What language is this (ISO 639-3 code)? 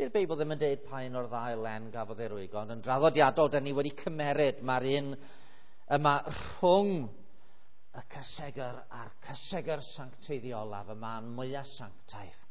cym